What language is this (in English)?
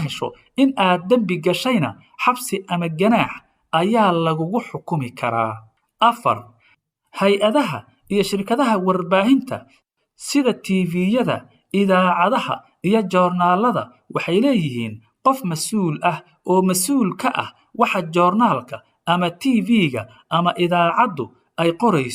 Somali